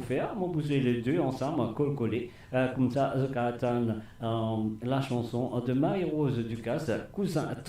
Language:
Morisyen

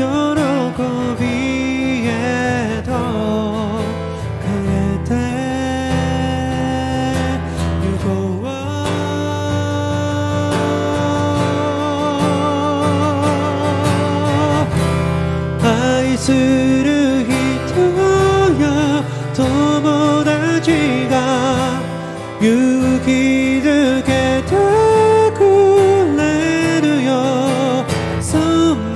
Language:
Japanese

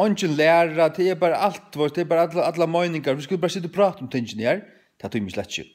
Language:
Faroese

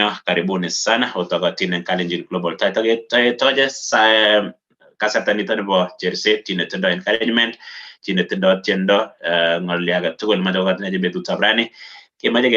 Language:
Kalenjin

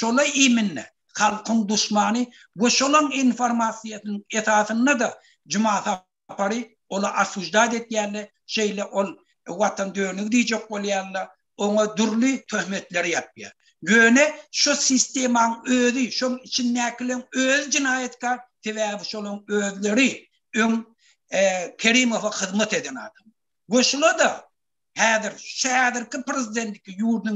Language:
Turkmen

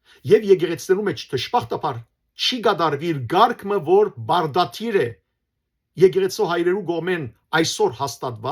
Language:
Western Armenian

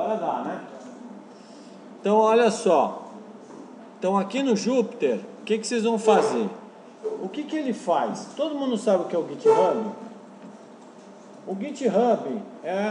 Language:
Portuguese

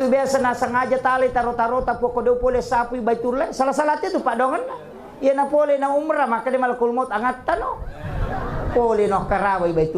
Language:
Buginese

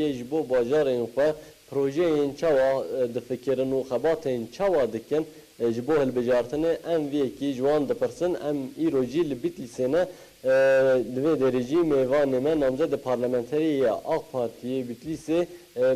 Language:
Kurdish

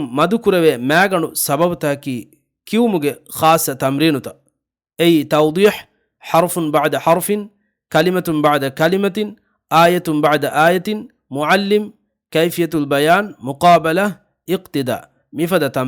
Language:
Divehi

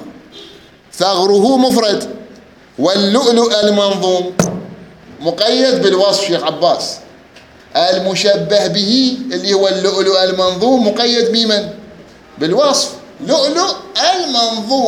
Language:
Mesopotamian Arabic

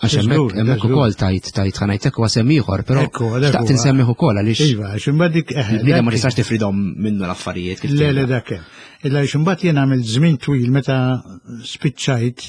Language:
Maltese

